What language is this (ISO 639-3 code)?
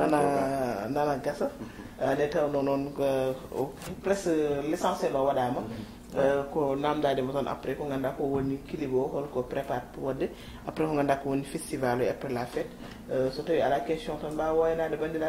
ful